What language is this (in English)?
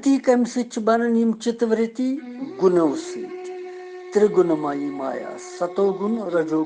Kashmiri